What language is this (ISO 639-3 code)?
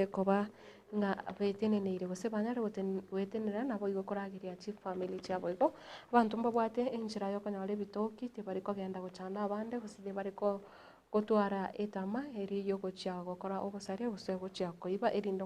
guz